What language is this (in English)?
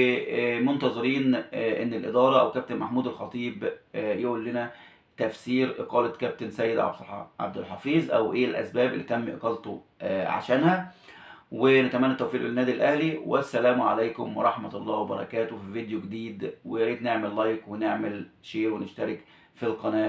Egyptian Arabic